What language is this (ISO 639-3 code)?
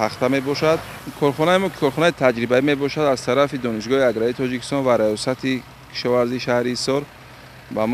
tgk